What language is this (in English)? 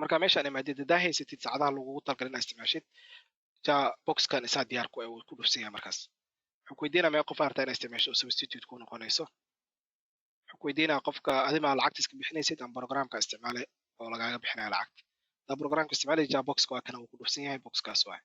Somali